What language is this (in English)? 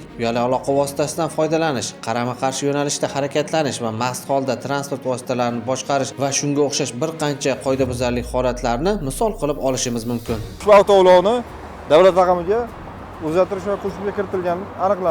Uzbek